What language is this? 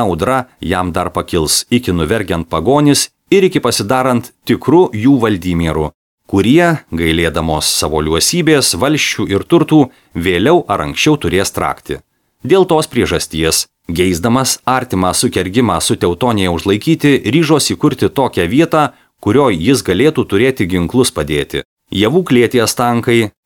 Lithuanian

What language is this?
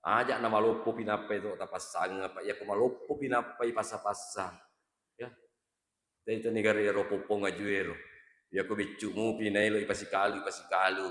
Buginese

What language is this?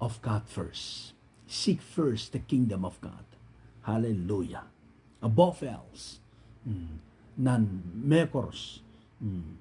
Pohnpeian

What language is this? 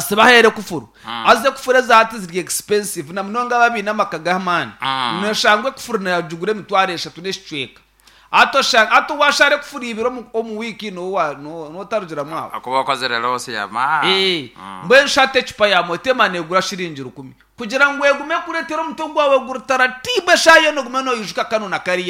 Nyankole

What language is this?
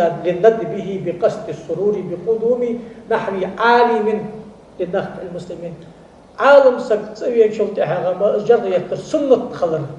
Ingush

